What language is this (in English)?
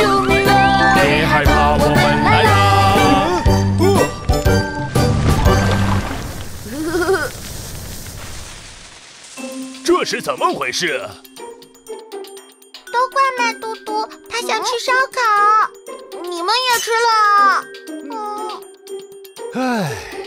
Chinese